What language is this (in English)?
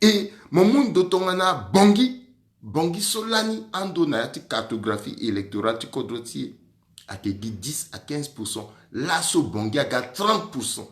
Sango